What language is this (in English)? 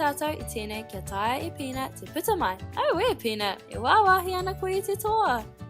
Māori